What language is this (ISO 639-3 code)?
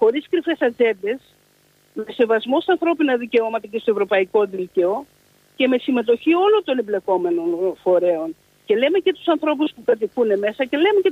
ell